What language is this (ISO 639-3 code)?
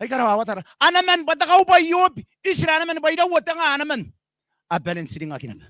gil